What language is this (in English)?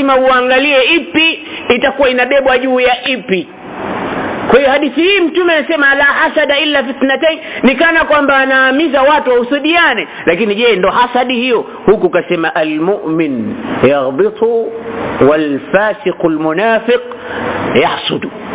Swahili